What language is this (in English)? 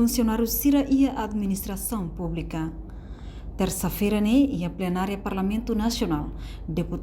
Tetum